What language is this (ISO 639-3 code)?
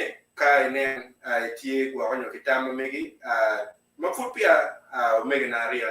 ach